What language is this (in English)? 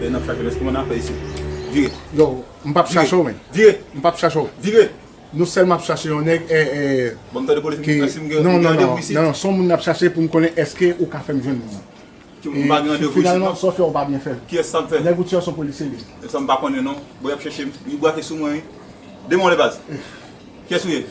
Haitian Creole